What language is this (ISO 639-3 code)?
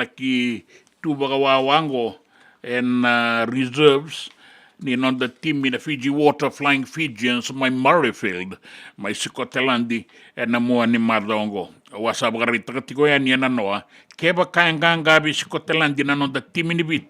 fij